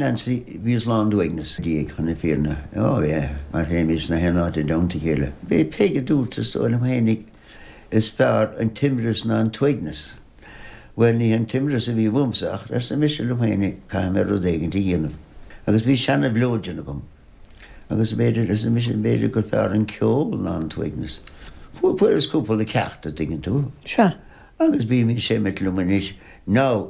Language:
Irish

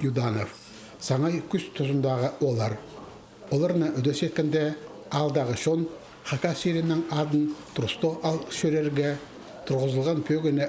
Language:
Khakas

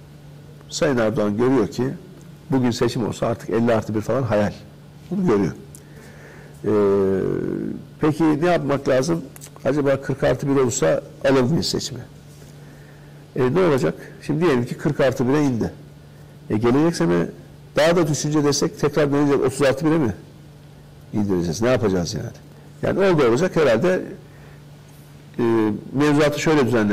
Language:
Turkish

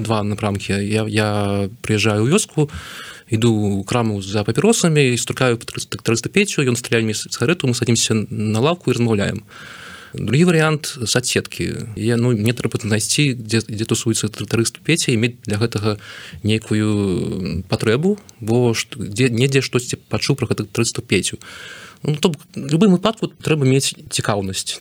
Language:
Belarusian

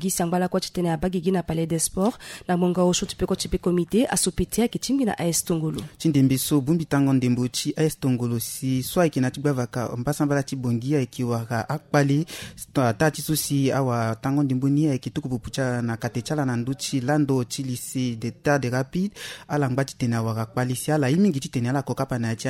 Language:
Sango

